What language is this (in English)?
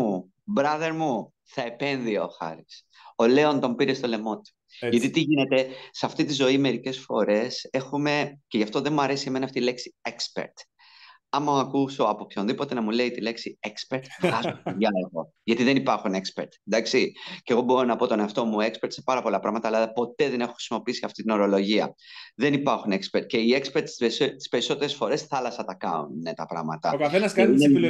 Greek